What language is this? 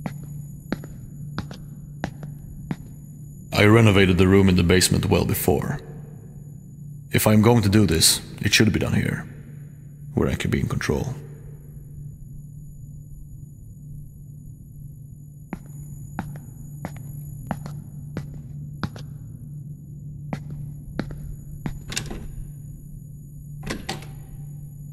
English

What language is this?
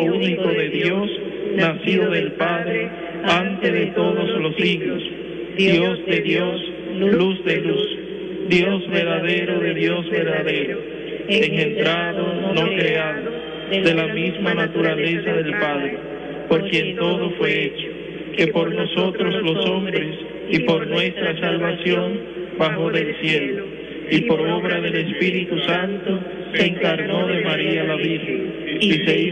Spanish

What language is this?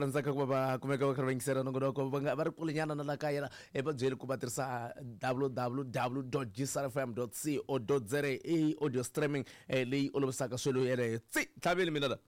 Tsonga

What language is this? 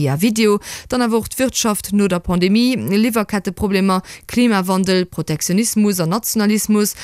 Luxembourgish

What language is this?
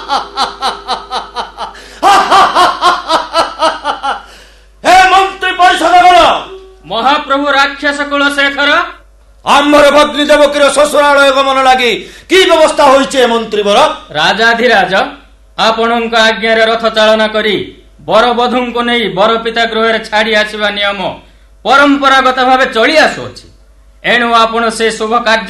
Odia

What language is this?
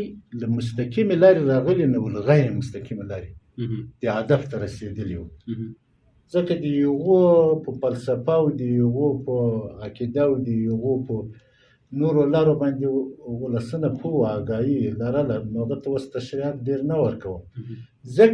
Pashto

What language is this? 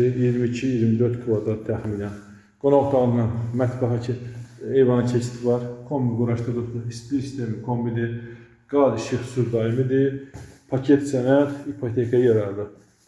Azerbaijani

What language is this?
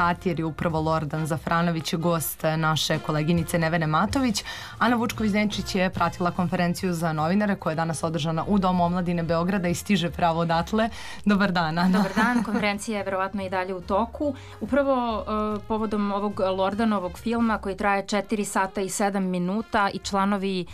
Serbian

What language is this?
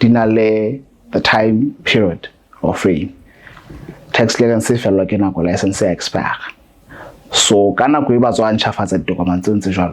Southern Sotho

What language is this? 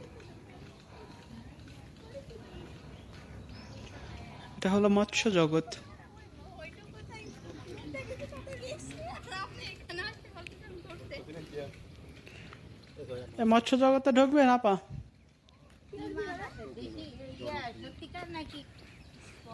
Bangla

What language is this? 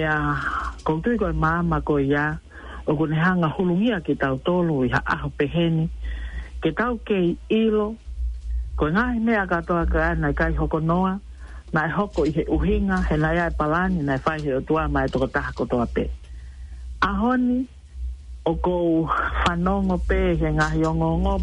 Tongan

